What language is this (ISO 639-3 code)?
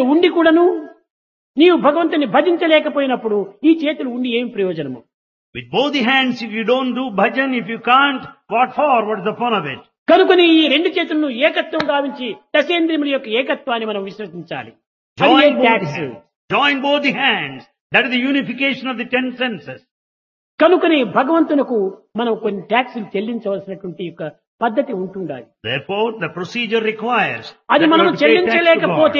tel